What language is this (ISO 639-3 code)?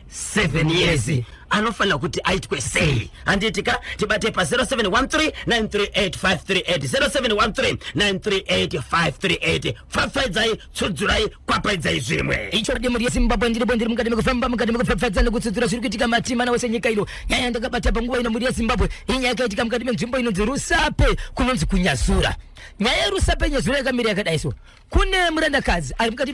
sna